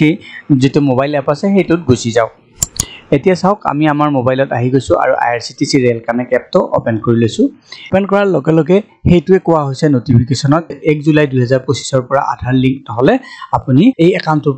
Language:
Assamese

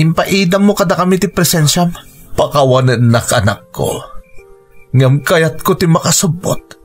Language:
Iloko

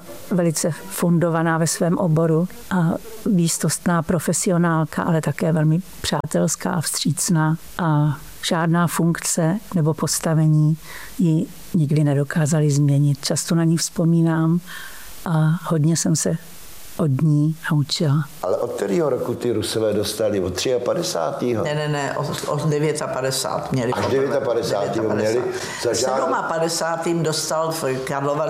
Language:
Czech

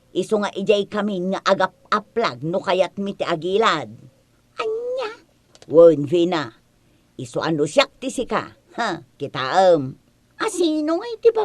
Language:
Iloko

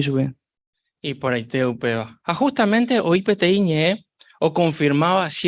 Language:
Guarani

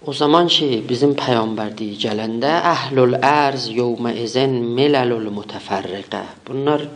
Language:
South Azerbaijani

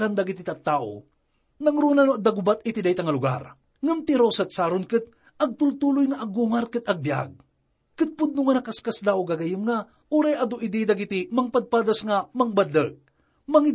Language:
Iloko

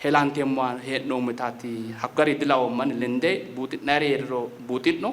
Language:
Sidamo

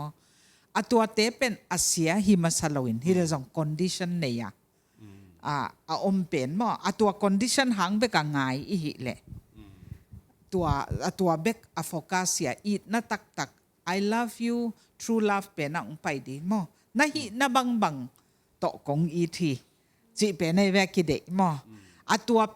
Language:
Tedim Chin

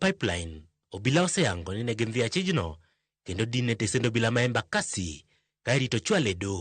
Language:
Luo (Kenya and Tanzania)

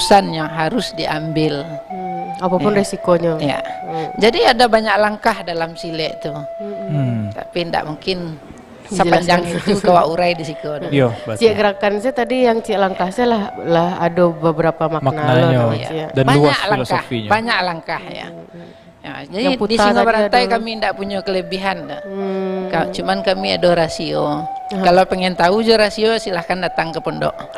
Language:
Minangkabau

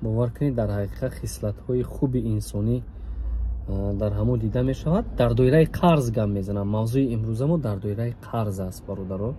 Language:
Tajik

